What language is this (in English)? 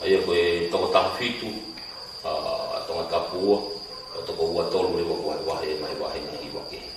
Tongan